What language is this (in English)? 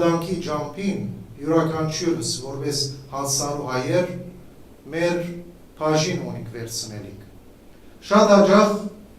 Western Armenian